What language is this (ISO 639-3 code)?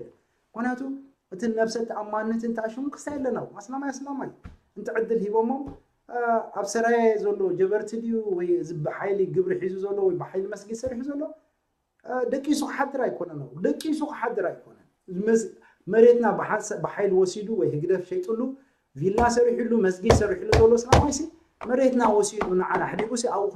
tir